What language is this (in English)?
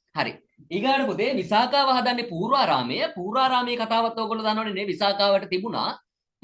Sinhala